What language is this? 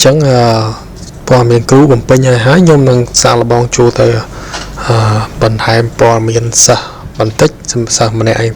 Khmer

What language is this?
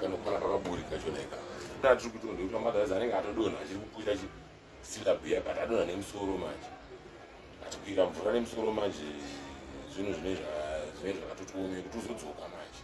Shona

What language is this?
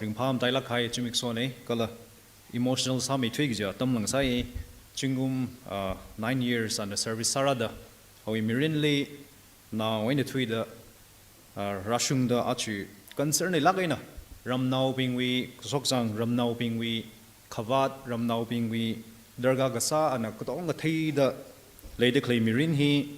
Tangkhul Naga (India)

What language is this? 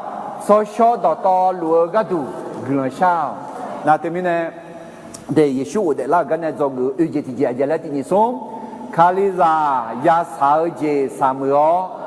Akha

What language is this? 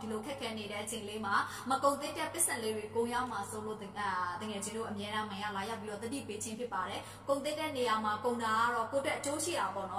Burmese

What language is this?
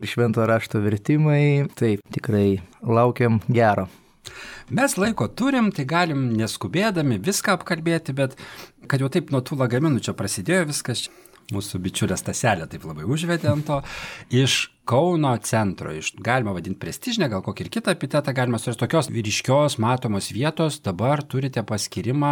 Lithuanian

